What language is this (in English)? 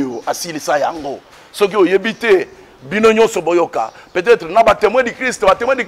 Lingala